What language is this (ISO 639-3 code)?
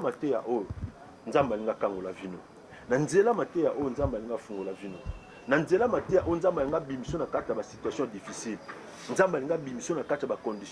lin